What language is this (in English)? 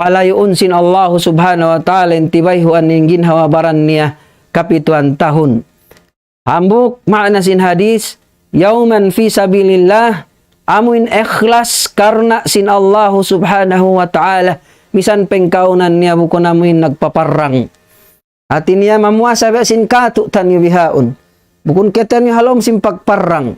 Tausug